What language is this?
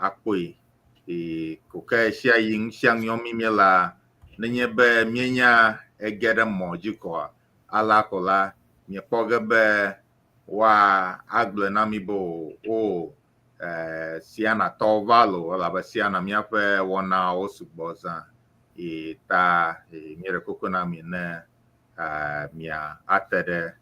Ewe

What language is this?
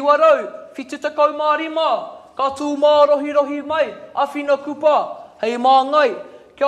Māori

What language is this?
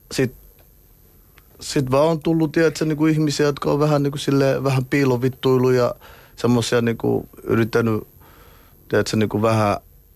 Finnish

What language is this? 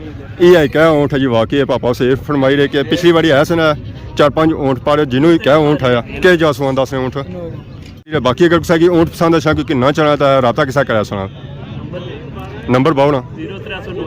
Pahari-Potwari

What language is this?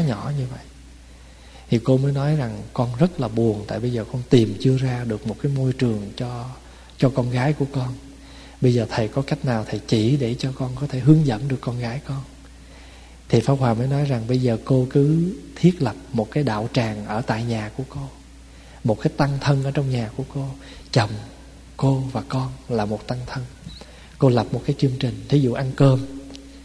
Vietnamese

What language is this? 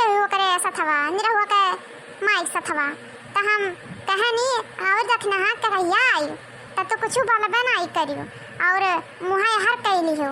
Awadhi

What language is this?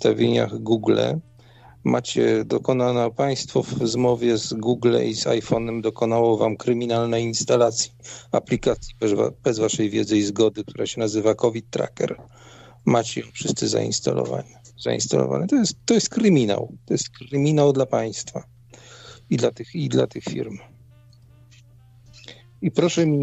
Polish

